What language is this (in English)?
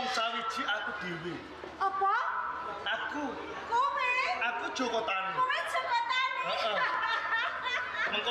Javanese